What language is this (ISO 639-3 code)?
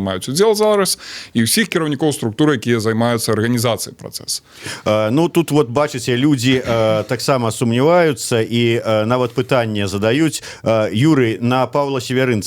bel